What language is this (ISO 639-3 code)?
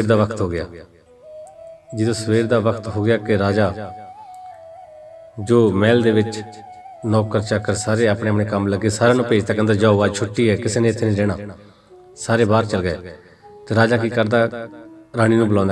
pan